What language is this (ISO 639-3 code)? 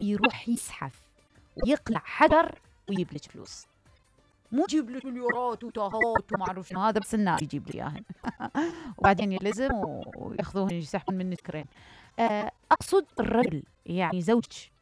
acm